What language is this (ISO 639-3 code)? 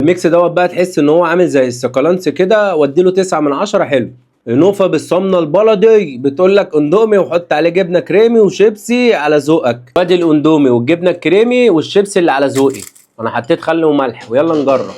arz